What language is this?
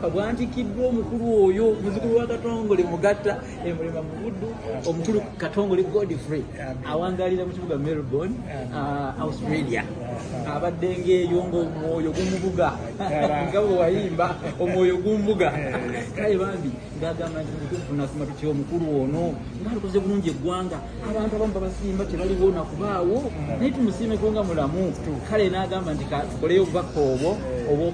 Ganda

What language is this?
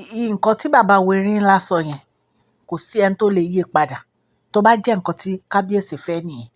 Yoruba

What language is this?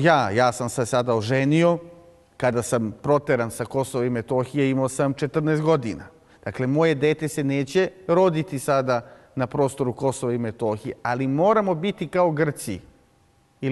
Serbian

